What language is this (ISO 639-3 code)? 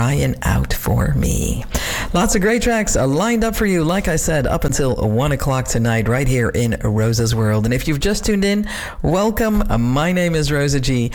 eng